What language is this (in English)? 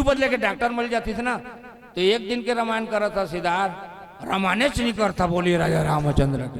Chhattisgarhi